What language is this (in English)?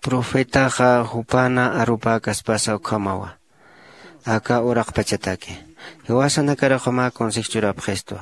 Aymara